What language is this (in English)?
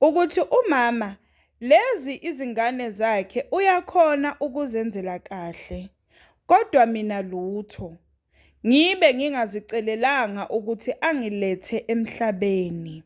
Zulu